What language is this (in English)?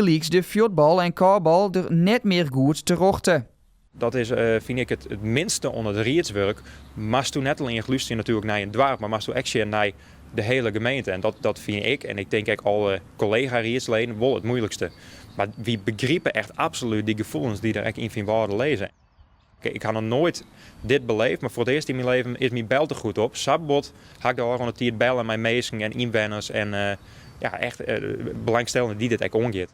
Western Frisian